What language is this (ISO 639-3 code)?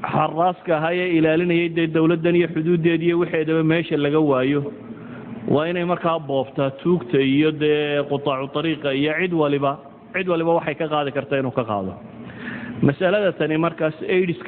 som